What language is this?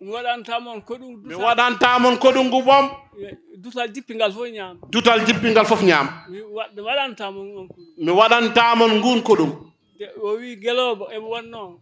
Fula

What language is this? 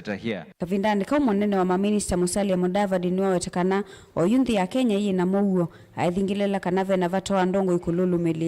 Kamba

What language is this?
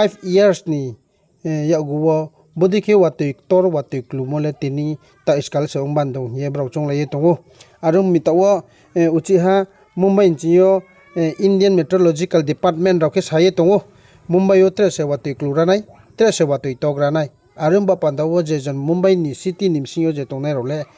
Riang (India)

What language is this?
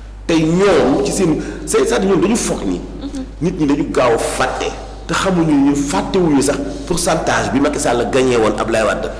Wolof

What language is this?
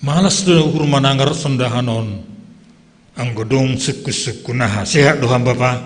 Batak Simalungun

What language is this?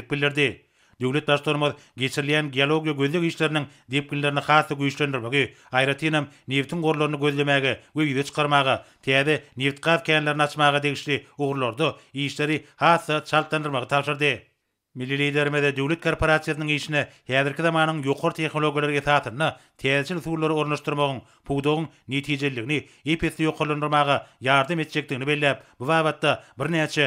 Turkmen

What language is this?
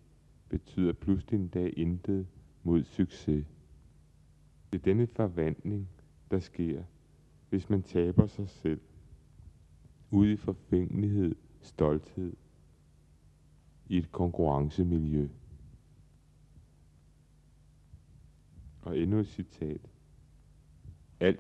Danish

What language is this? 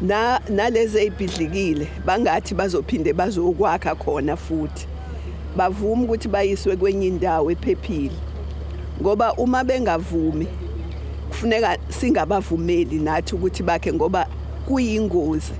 Zulu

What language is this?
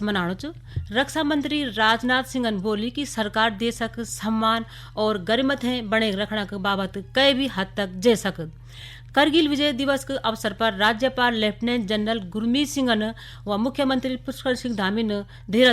Garhwali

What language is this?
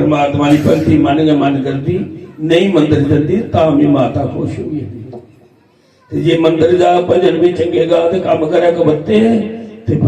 Dogri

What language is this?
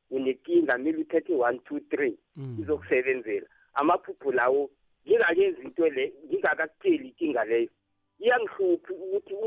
South Ndebele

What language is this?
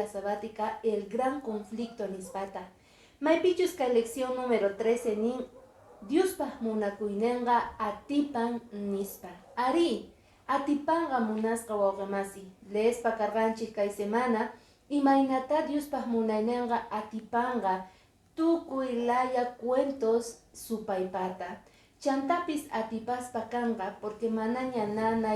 Quechua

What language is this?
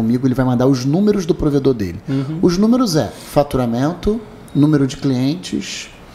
Portuguese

